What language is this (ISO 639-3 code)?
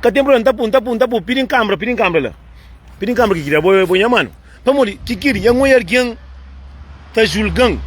kea